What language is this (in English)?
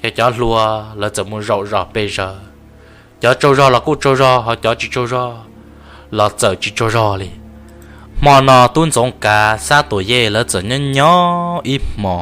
Hmong